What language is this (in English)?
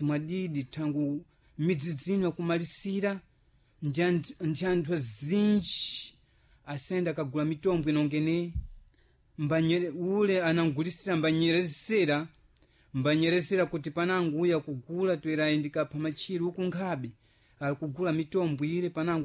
Sena